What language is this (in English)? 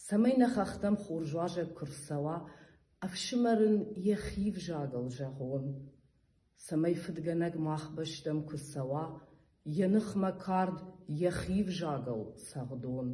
Ossetic